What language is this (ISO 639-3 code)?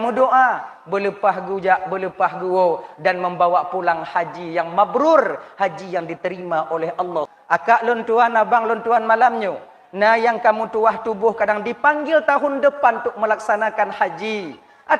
ace